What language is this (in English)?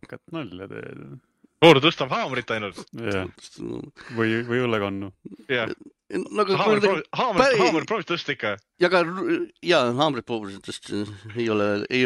Estonian